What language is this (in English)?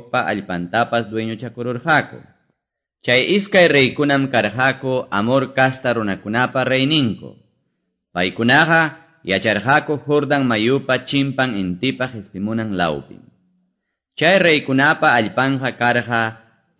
Quechua